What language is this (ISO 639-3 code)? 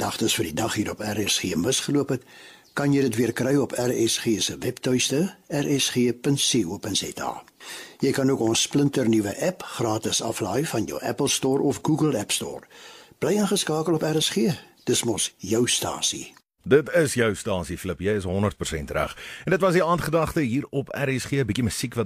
afr